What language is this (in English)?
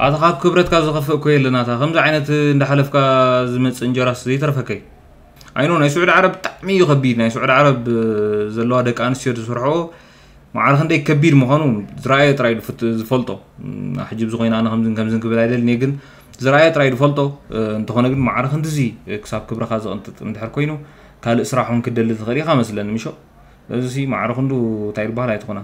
Tigrinya